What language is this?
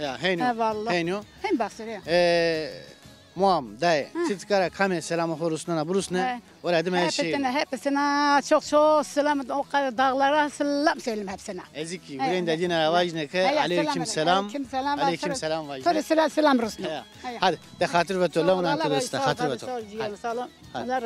Zaza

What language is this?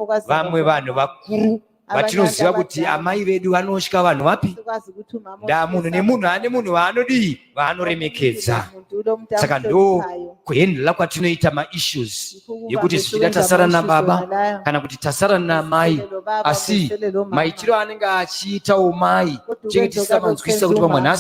Shona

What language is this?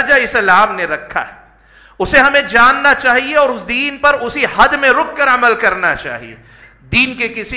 Urdu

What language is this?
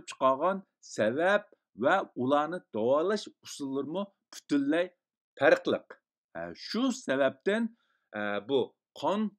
Uyghur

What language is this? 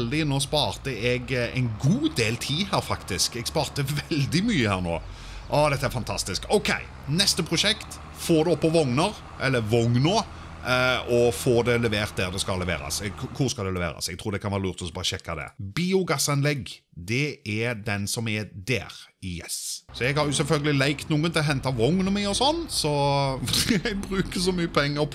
Norwegian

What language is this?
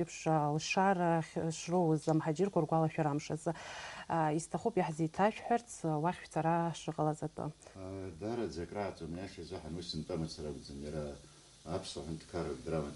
Abkhazian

